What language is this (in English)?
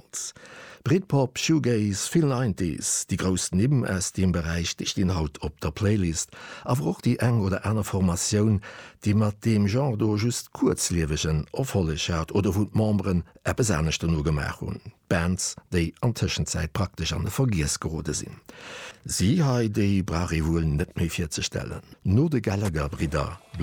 Luxembourgish